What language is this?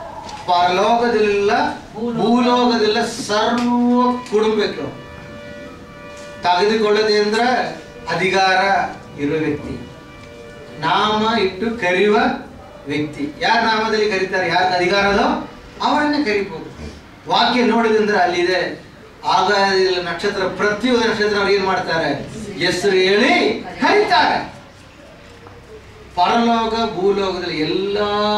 Kannada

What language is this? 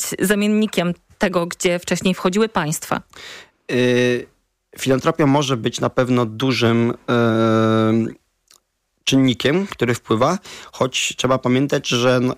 Polish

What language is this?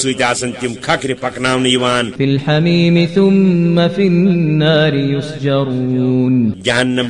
Kashmiri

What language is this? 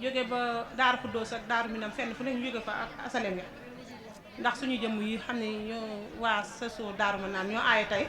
Wolof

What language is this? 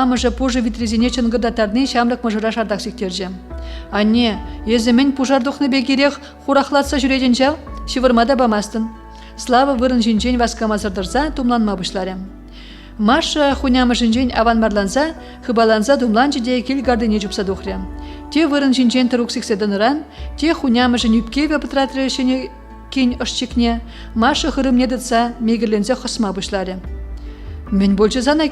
Chuvash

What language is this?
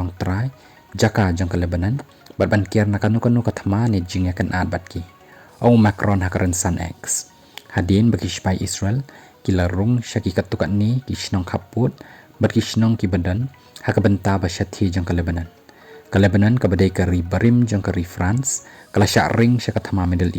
Khasi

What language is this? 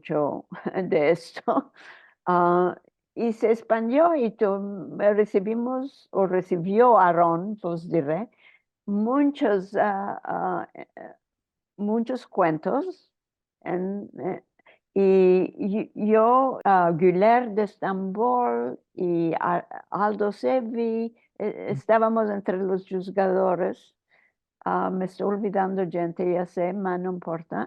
Ladino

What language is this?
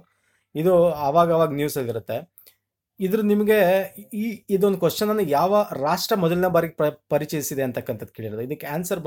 Kannada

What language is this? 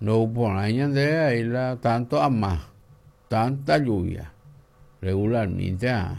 Guarani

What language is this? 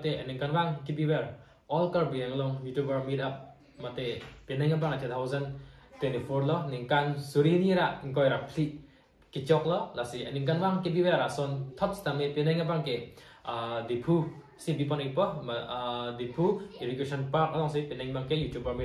Karbi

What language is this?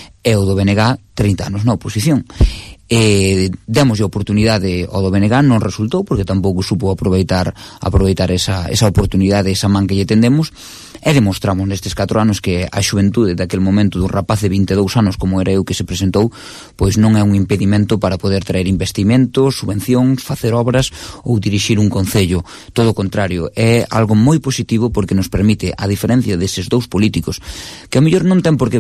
Galician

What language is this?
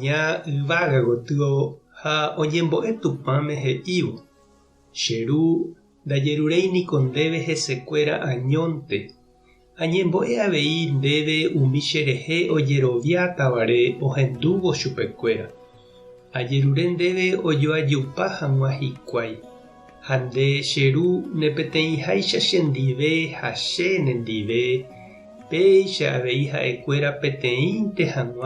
Guarani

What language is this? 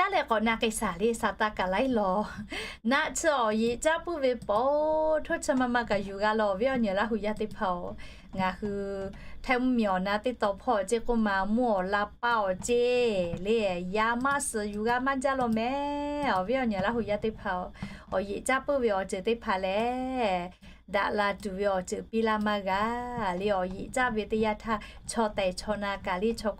Lahu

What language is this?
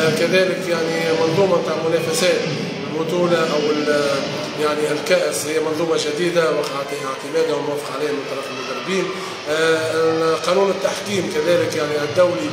Tunisian Arabic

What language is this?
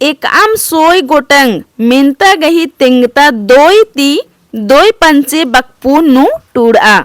Kurukh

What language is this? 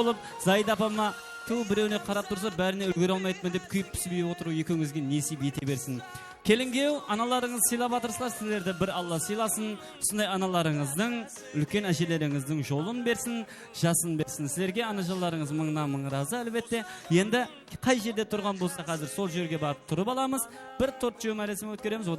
Kara-Kalpak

